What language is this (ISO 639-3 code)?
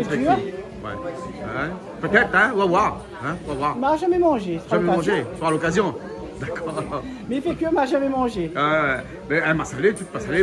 rcf